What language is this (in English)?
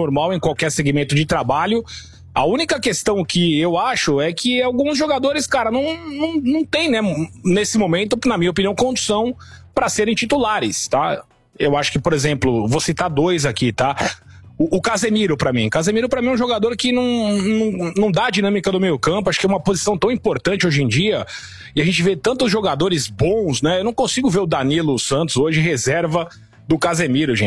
Portuguese